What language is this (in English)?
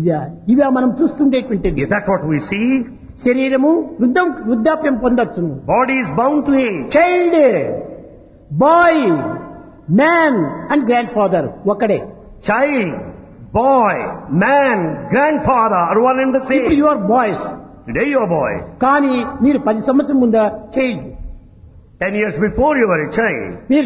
Telugu